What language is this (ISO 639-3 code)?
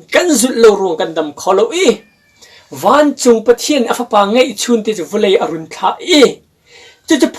cnh